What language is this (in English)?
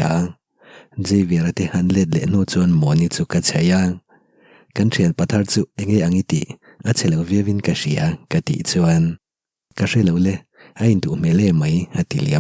Mizo